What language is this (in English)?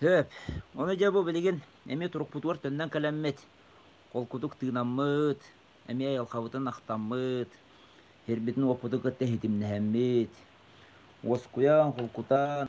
Yakut